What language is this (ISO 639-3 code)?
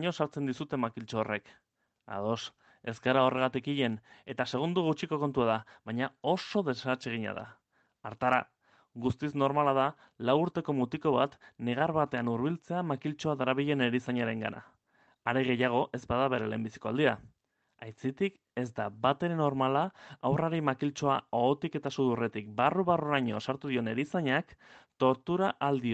eus